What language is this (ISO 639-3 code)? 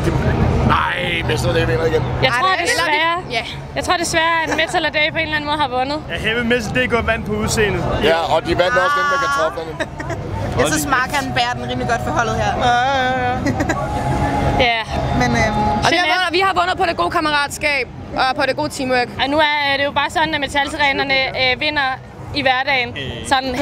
dan